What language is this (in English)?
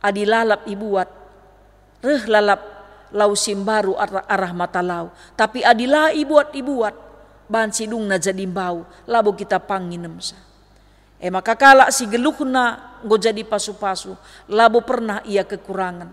Batak Karo